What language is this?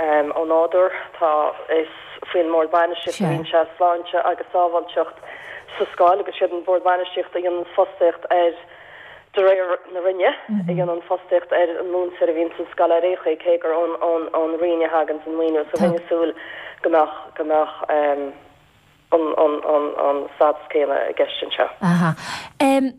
Irish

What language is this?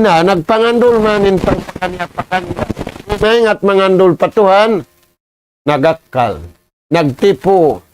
Tausug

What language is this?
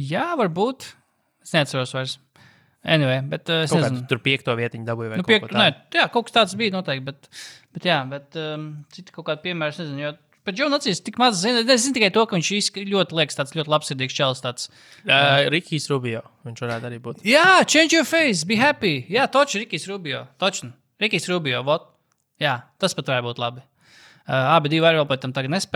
Latvian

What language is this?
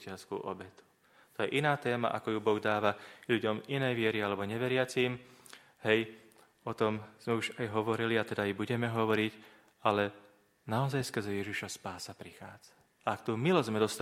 Slovak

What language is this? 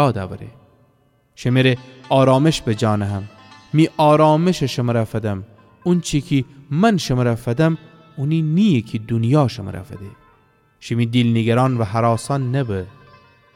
Gilaki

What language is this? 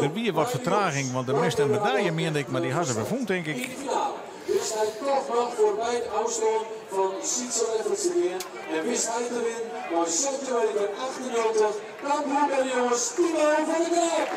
Western Frisian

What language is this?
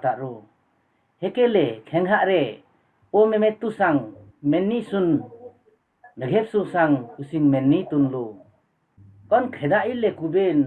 Limbu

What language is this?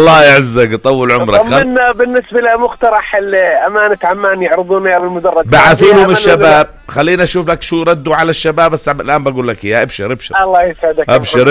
North Levantine Arabic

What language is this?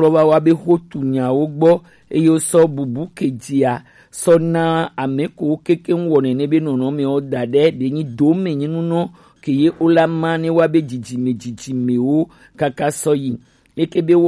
Gen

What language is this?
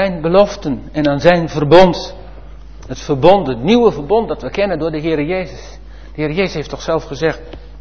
Dutch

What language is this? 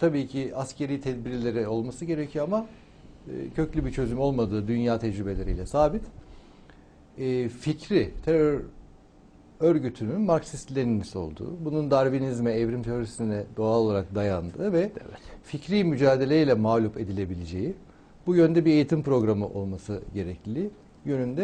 Turkish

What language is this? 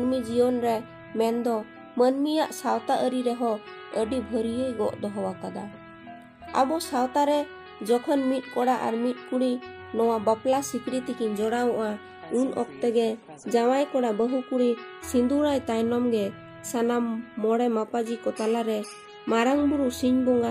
Santali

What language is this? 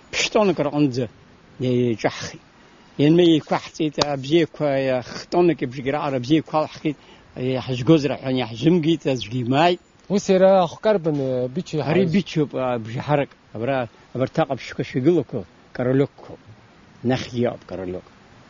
Abkhazian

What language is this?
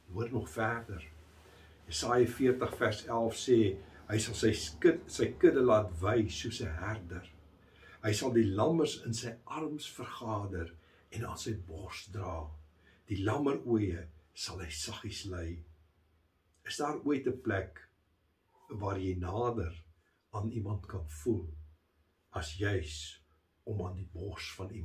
Afrikaans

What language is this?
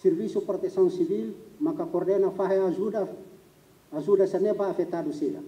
Tetum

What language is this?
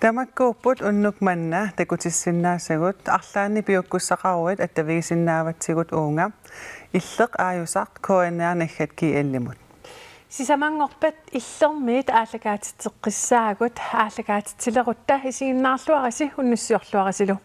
Kalaallisut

